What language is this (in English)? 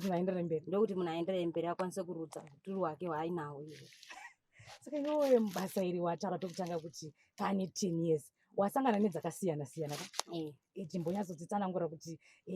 Shona